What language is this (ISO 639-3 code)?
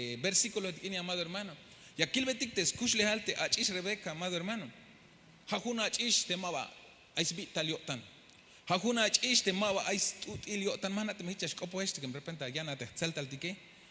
tzh